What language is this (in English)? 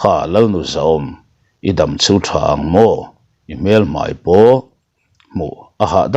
Mizo